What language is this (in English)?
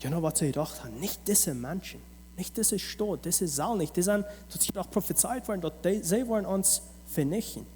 Plautdietsch